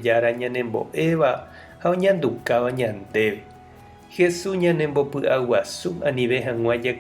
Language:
Guarani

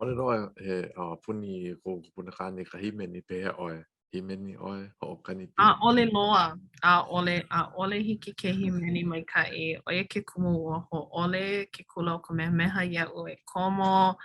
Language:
Hawaiian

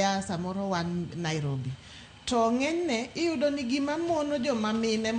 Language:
Luo (Kenya and Tanzania)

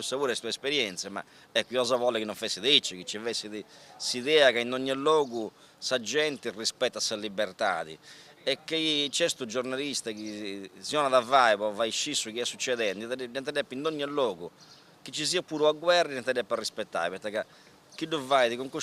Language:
Sardinian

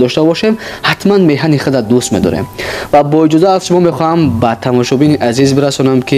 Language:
Tajik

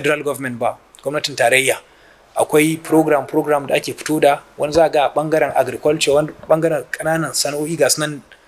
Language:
Hausa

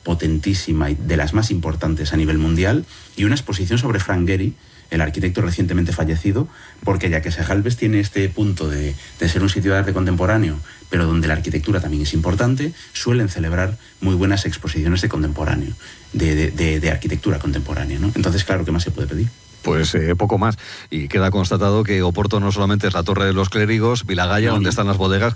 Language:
Spanish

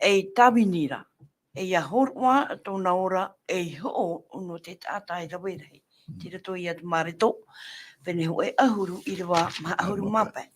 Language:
Tahitian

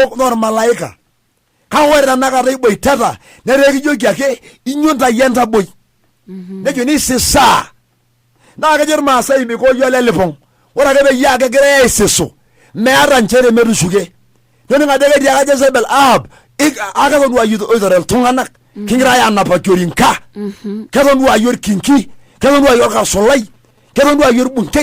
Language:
Masai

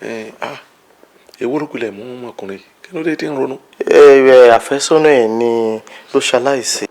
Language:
Yoruba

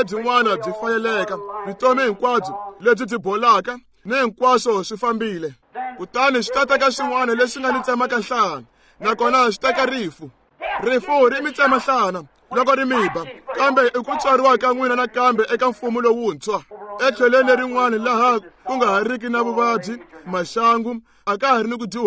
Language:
Tsonga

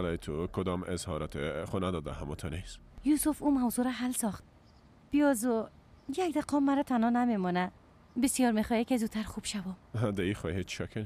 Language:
Persian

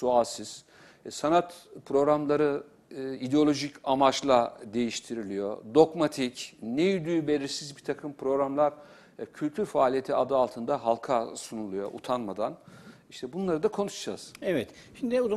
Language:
Turkish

